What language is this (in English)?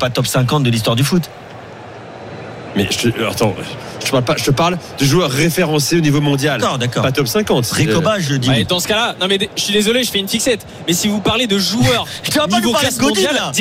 French